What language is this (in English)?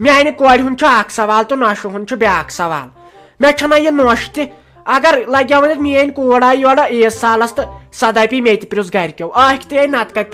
Kashmiri